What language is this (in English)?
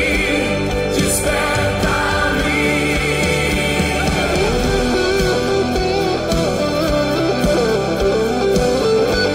Portuguese